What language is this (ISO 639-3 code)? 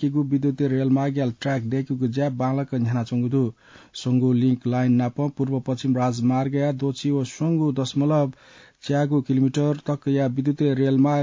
new